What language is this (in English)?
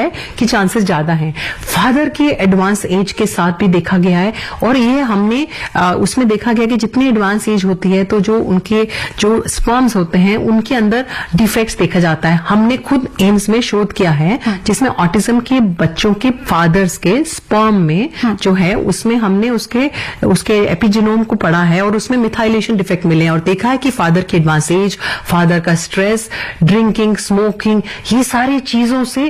Hindi